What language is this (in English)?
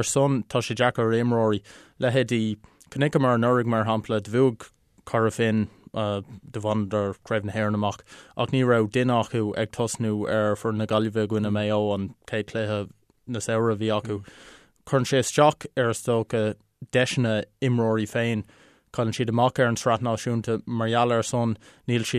Irish